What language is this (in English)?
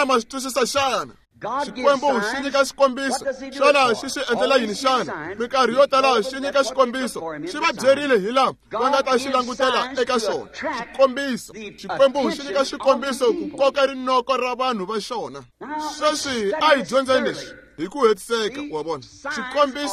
Tsonga